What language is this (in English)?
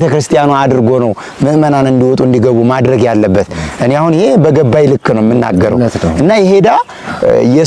Amharic